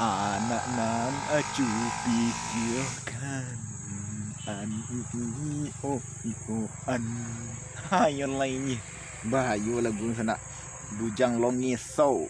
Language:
Minangkabau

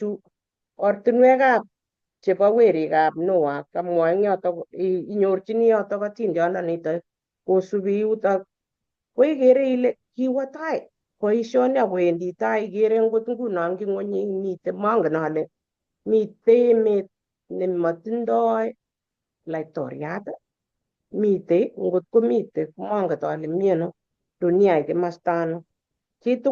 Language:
Kalenjin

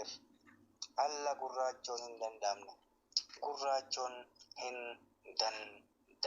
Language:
Oromo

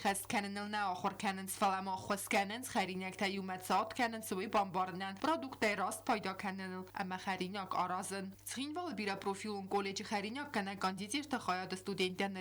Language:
Ossetic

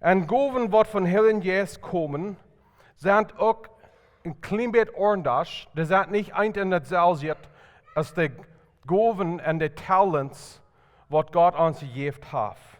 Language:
Plautdietsch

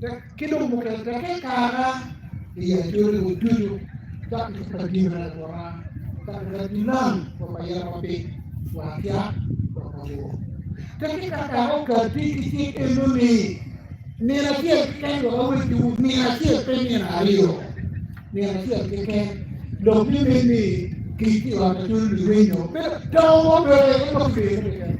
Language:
Acoli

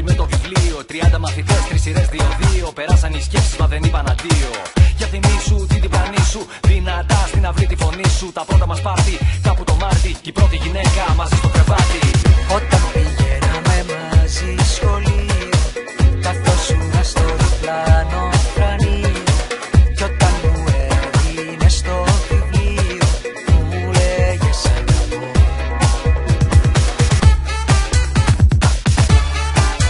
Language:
Greek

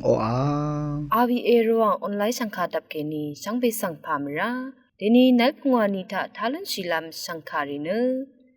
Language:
Rawang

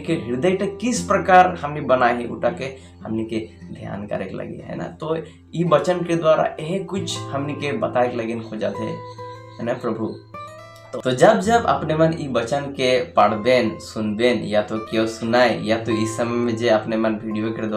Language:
Sadri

